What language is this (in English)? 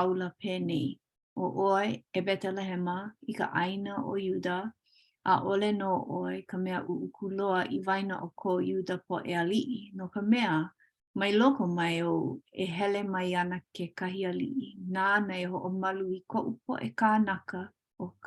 Hawaiian